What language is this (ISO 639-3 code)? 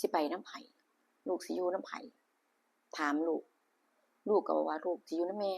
tts